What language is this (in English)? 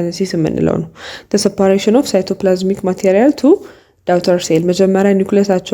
Amharic